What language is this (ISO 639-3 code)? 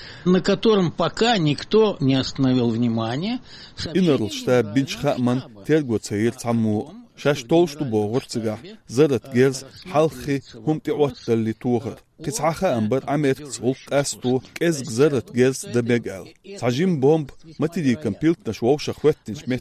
che